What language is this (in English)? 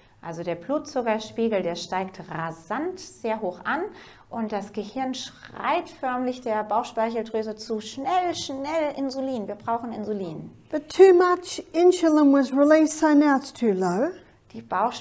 German